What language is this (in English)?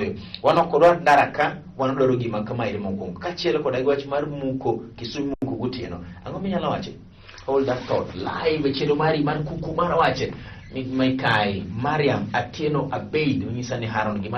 Luo (Kenya and Tanzania)